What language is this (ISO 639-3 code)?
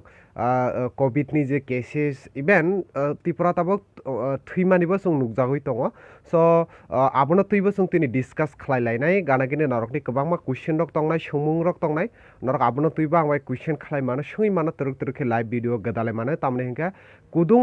trp